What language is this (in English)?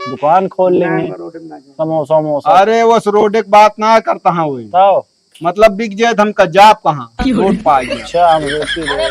Awadhi